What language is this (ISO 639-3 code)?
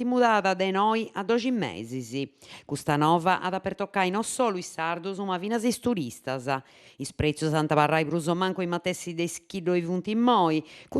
srd